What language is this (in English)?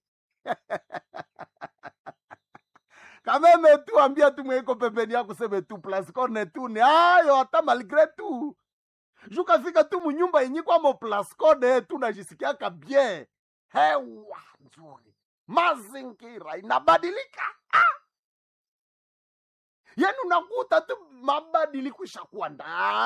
Swahili